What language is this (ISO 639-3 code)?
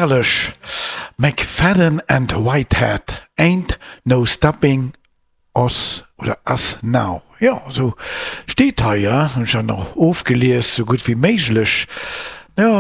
ltz